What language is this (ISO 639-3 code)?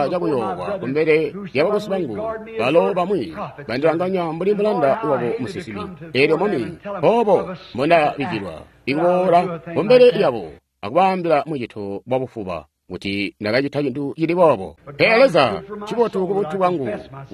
toi